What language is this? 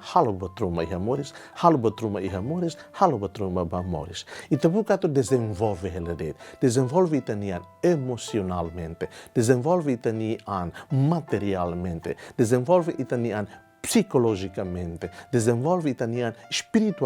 Tetum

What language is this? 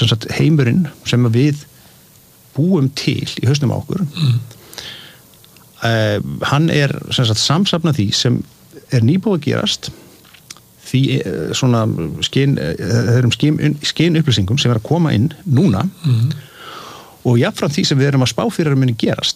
Icelandic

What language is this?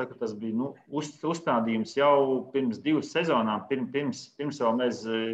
Latvian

